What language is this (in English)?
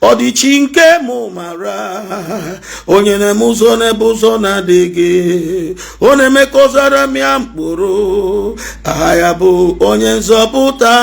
Igbo